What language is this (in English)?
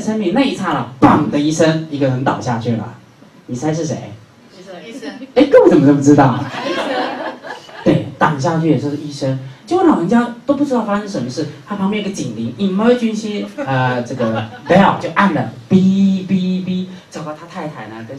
Chinese